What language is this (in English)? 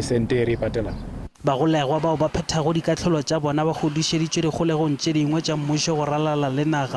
Northern Sotho